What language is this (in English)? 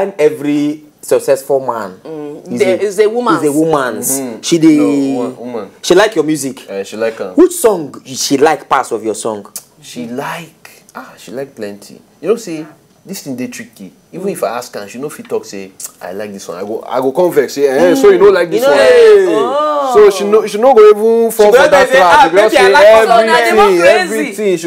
Nigerian Pidgin